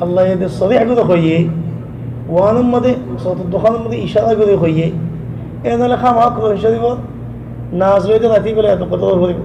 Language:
Rohingya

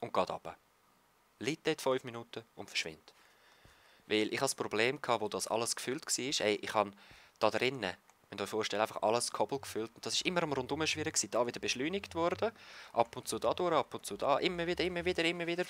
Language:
Swiss German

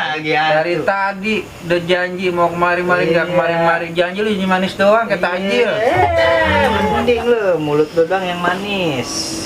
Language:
Betawi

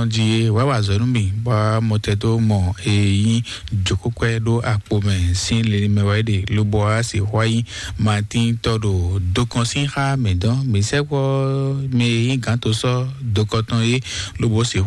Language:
Fon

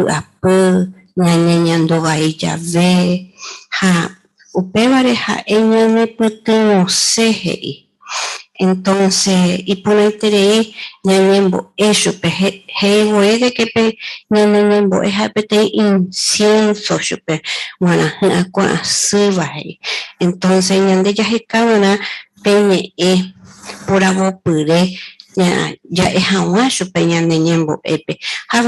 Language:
Guarani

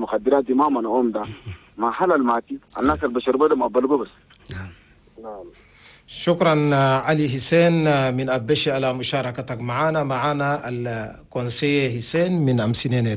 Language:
Chadian Arabic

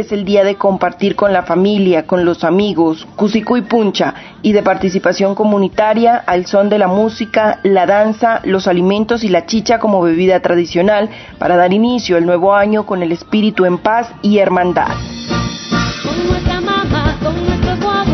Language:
Spanish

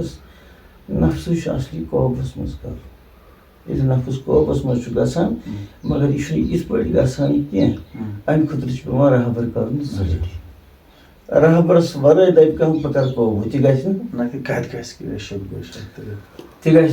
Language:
Kashmiri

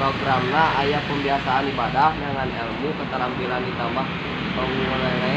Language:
Sundanese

